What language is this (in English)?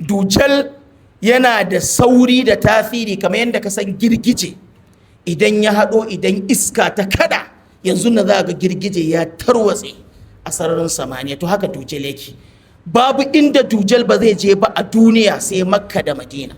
Hausa